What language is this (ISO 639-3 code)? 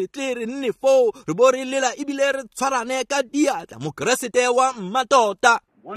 tsn